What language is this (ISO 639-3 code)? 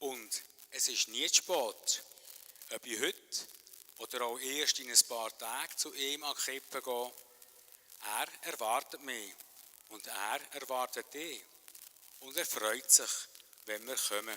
gsw